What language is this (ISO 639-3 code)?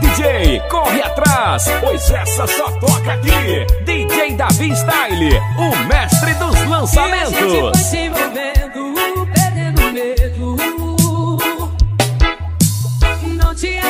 por